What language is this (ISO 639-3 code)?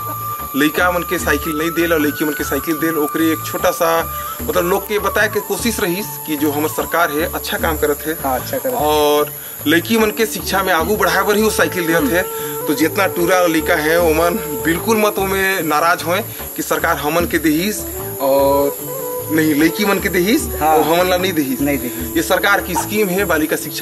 hne